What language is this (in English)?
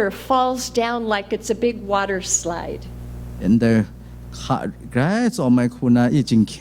Kachin